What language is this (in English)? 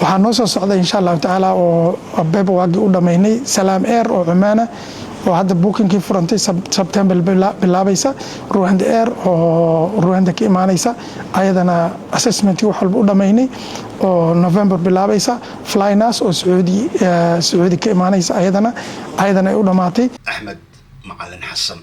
Somali